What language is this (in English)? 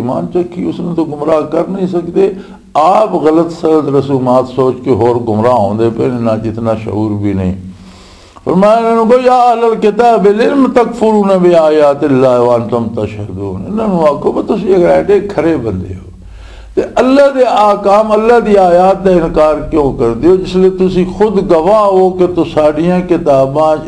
Western Panjabi